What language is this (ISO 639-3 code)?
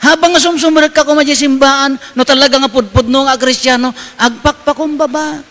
ilo